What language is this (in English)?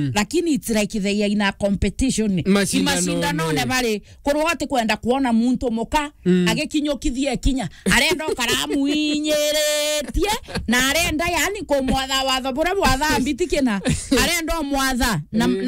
Meru